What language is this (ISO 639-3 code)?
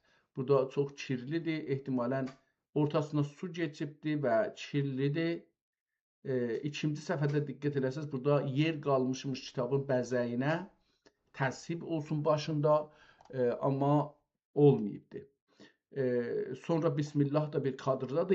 azb